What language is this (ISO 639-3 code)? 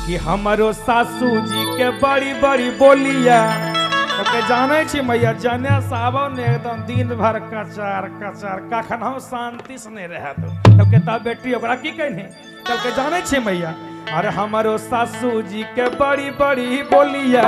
mag